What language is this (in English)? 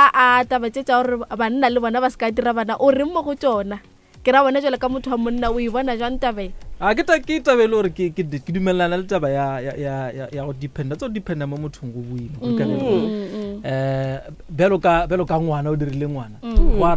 Northern Sotho